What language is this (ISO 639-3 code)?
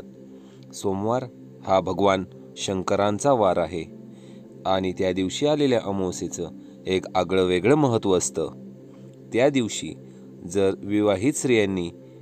mar